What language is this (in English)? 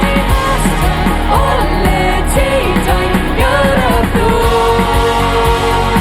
Plautdietsch